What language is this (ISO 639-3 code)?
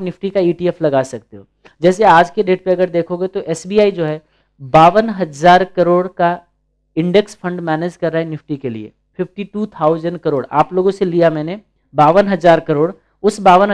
hin